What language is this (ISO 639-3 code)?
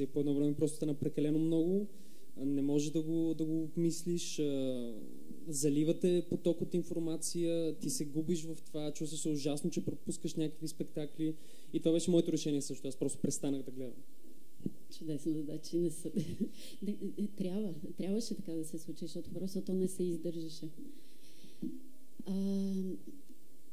bul